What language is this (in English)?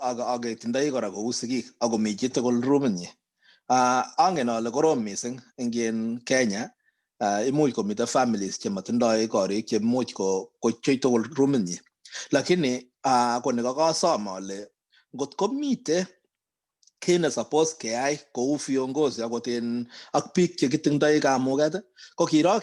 Kalenjin